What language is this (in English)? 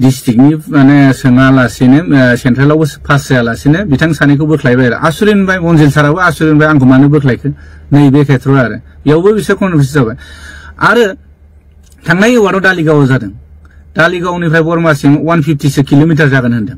Bodo